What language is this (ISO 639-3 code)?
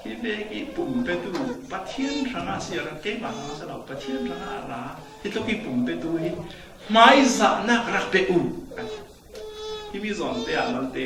cfm